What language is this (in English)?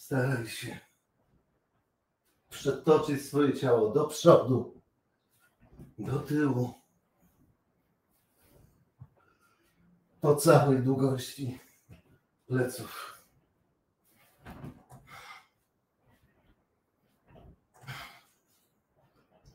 Polish